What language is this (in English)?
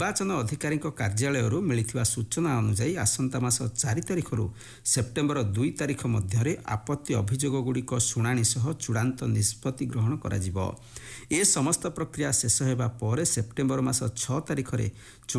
Odia